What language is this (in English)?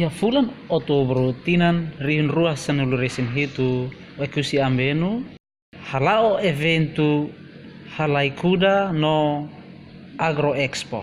Tetum